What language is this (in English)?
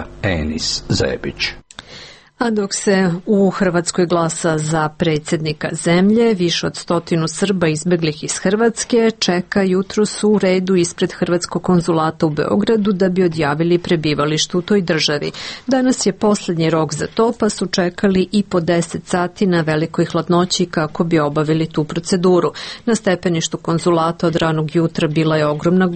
Serbian